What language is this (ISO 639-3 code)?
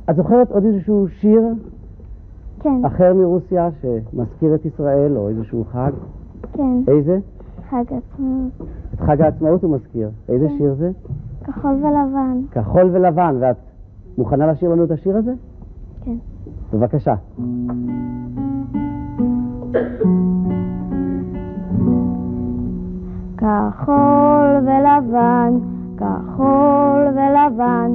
heb